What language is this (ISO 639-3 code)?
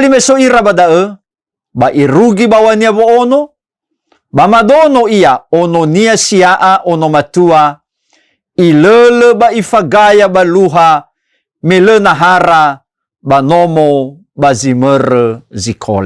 nia